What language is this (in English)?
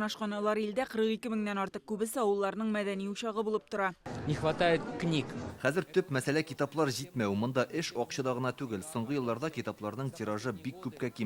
Tatar